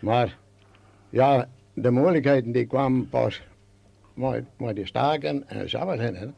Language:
Western Frisian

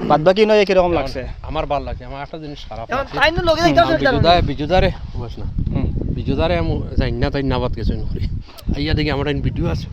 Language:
Sylheti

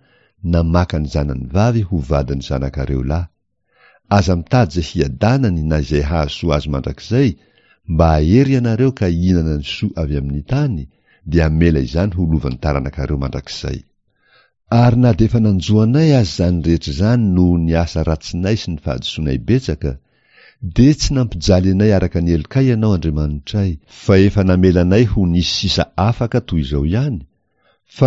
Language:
Malagasy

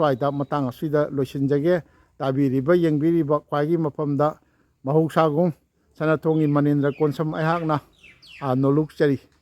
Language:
Manipuri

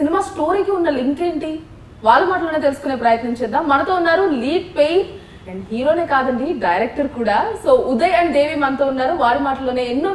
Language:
Telugu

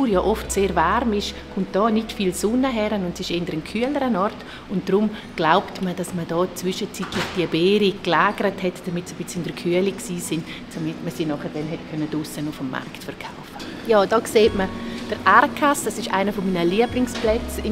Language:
Swiss German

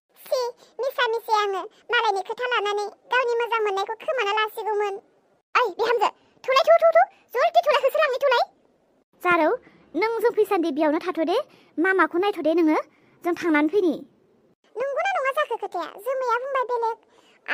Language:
Bodo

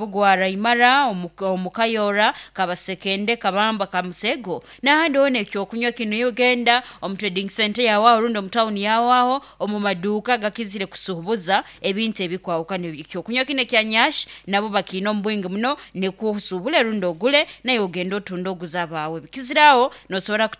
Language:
Nyankole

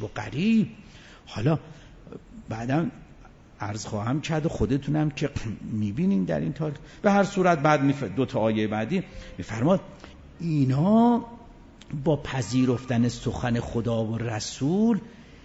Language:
Persian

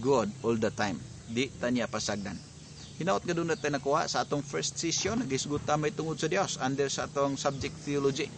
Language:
Cebuano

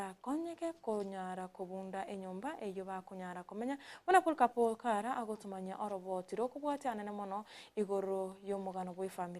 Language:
Gusii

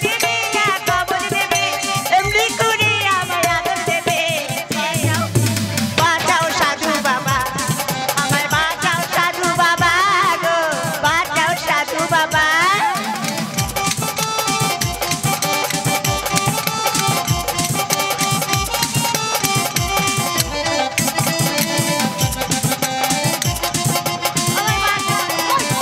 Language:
Bangla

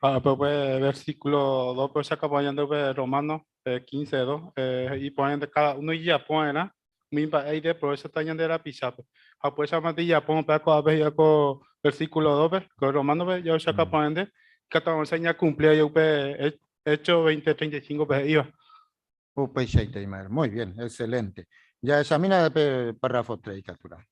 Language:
Guarani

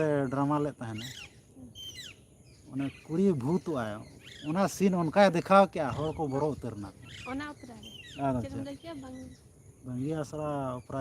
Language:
Santali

